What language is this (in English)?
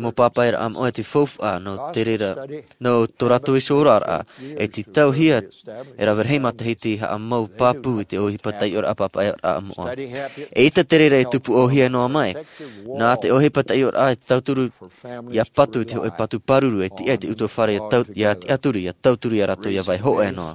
Tahitian